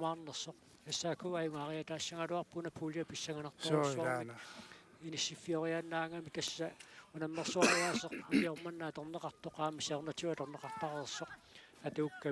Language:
Kalaallisut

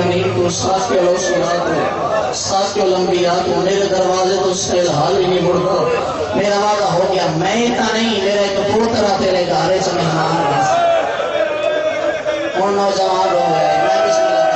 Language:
Urdu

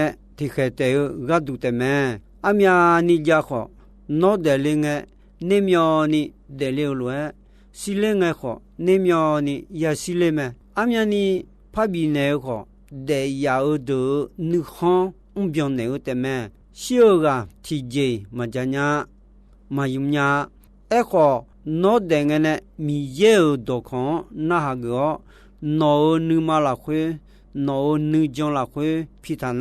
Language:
Akha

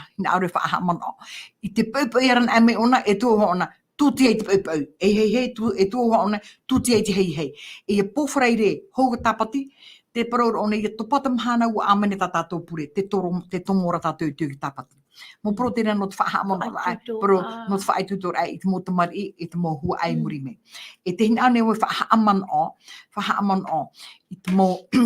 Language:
Tahitian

